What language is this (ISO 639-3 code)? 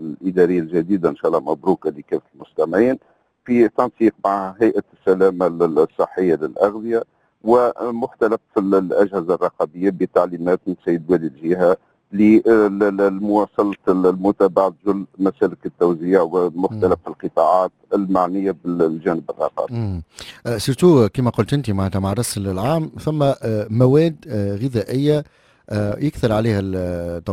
aeb